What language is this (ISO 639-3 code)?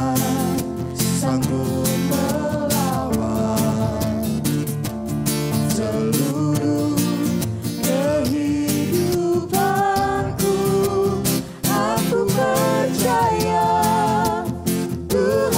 ind